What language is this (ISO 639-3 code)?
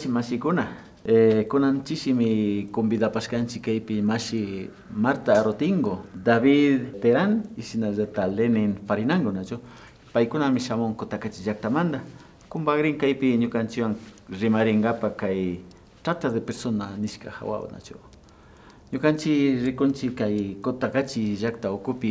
qvi